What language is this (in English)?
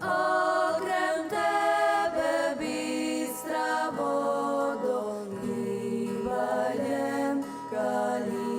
Rusyn